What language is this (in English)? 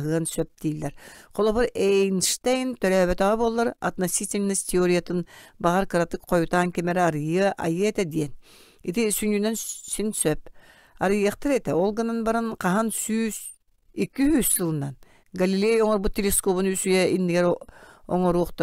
Yakut